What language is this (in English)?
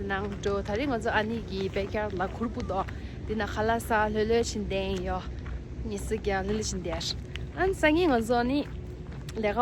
Tibetan